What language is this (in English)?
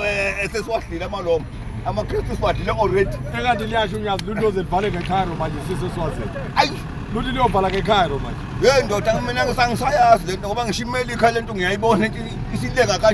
Zulu